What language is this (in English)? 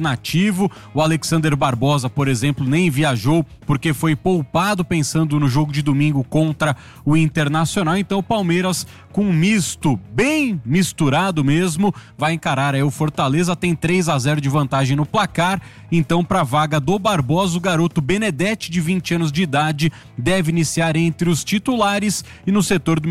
Portuguese